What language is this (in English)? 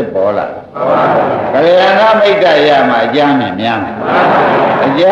Burmese